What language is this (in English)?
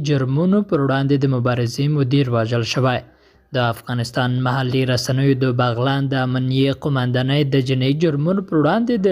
Pashto